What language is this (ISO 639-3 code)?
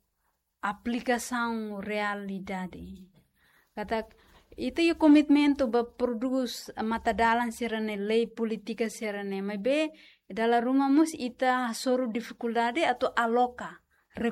tet